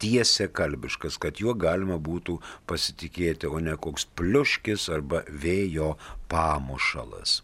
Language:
Lithuanian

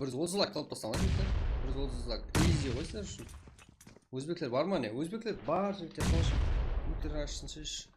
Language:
Kara-Kalpak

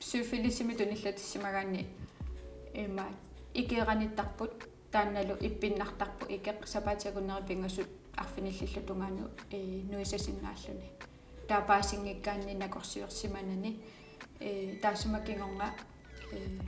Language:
Kalaallisut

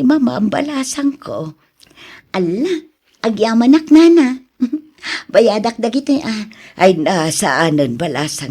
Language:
Iloko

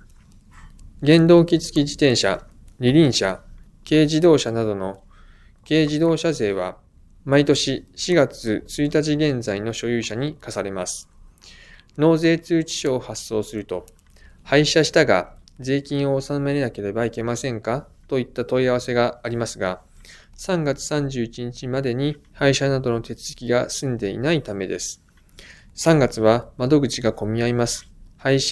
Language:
Japanese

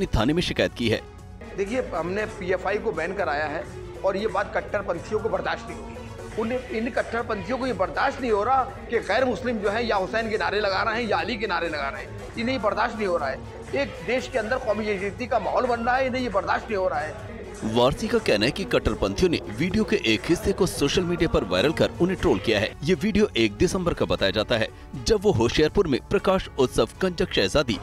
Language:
Hindi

